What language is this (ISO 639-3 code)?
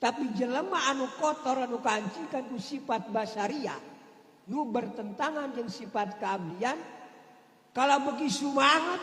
sun